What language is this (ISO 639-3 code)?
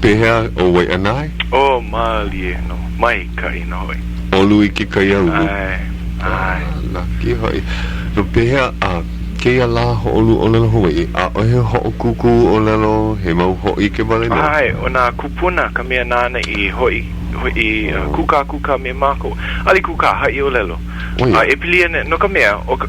haw